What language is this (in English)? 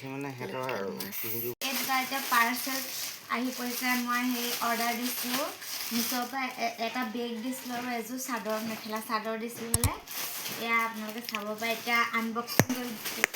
Assamese